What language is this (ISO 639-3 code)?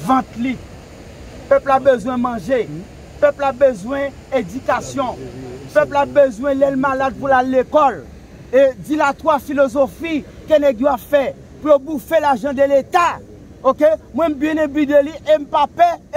hat